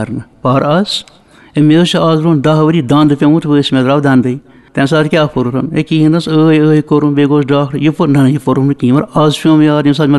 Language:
Kashmiri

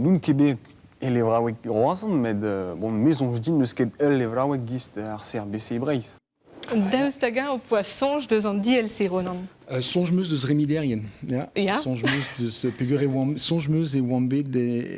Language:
Breton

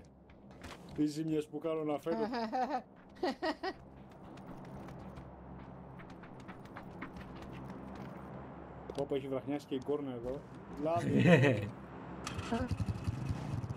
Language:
Greek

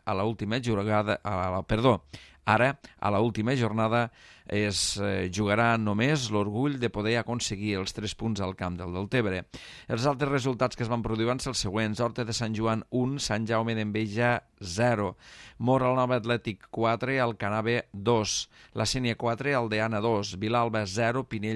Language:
Catalan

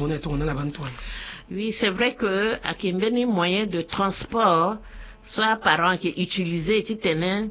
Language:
Sango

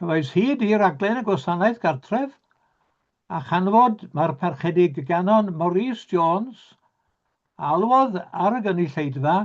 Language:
Welsh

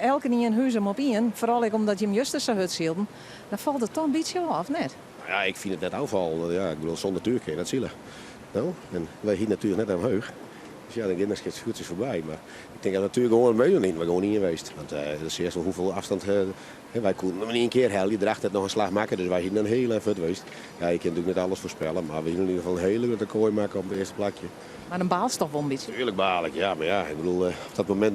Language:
Western Frisian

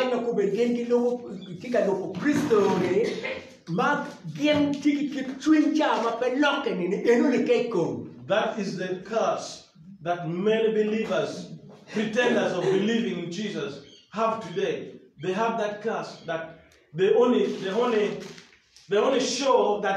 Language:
Acoli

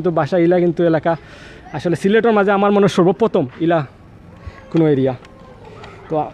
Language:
Sylheti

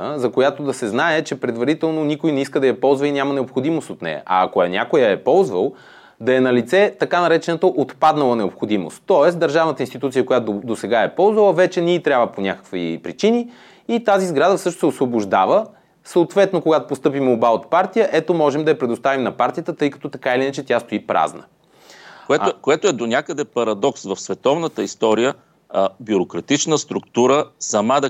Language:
Bulgarian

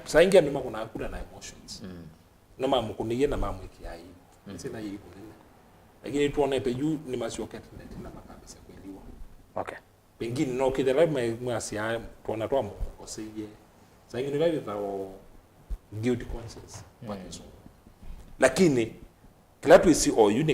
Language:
Kamba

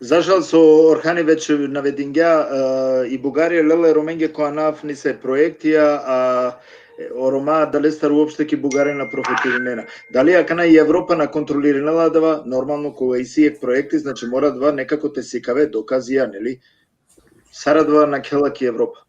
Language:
Balkan Romani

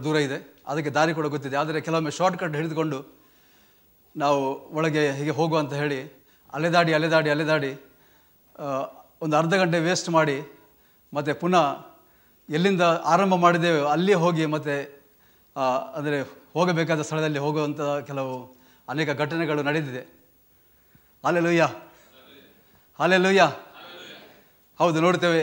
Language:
Kannada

